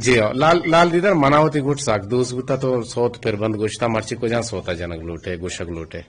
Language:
Eastern Balochi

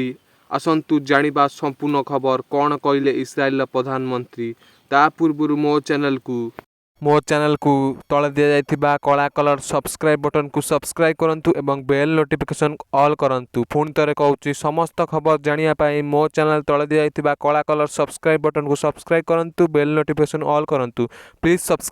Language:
Odia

